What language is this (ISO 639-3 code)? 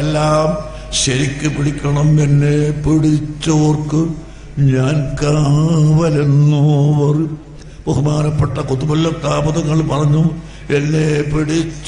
mal